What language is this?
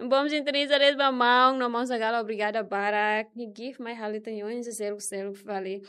Tetum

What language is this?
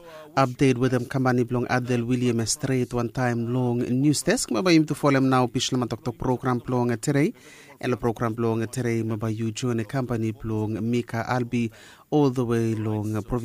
Bislama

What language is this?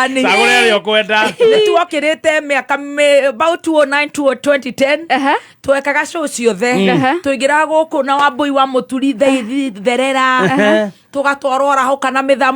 Kikuyu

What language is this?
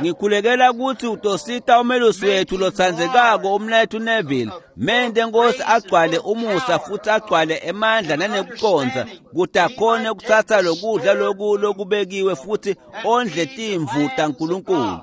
Swati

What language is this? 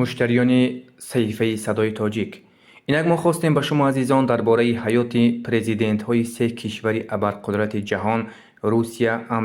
Tajik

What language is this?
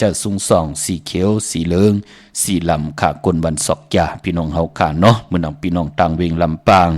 Shan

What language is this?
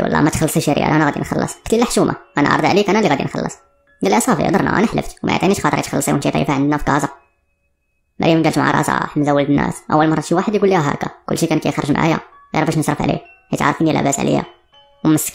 Moroccan Arabic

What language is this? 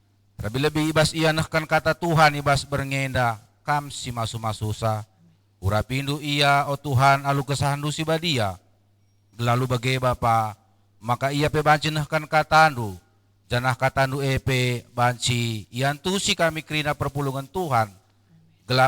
Batak Karo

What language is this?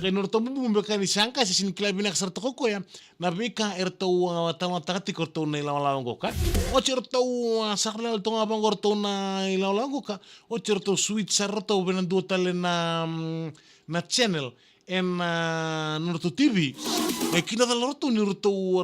Fijian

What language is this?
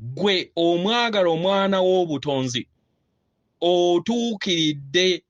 Ganda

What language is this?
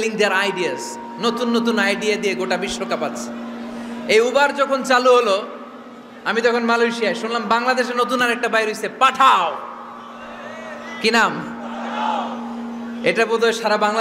Bangla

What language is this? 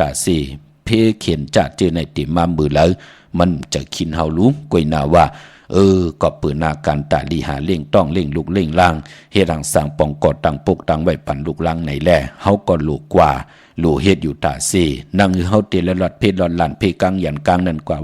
Shan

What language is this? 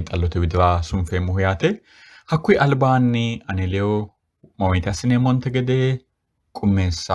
Sidamo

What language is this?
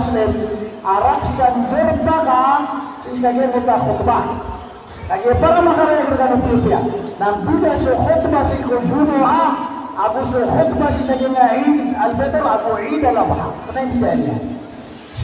Maranao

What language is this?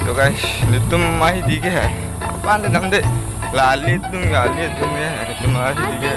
Karbi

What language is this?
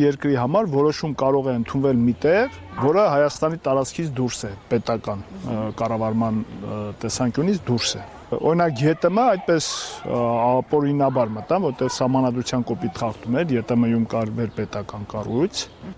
Armenian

